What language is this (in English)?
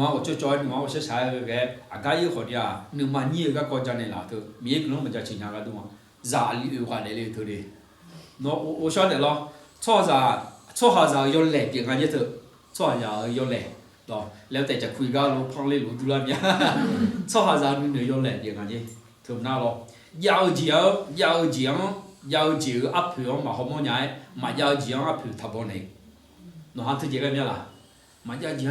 Akha